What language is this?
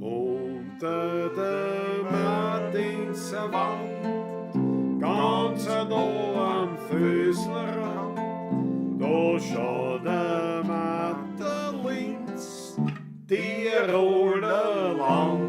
Bavarian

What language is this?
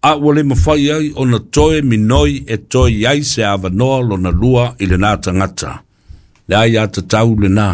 Samoan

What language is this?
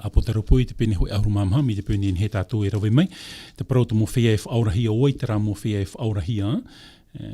Tahitian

